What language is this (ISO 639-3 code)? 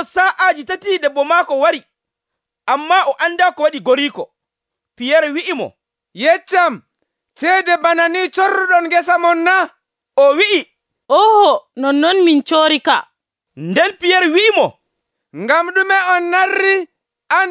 fuv